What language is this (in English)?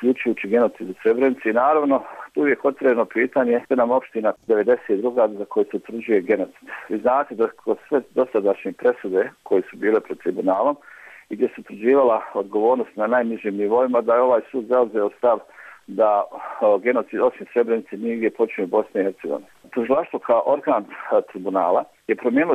Bosnian